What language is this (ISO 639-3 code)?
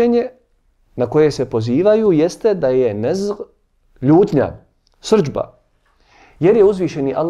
bos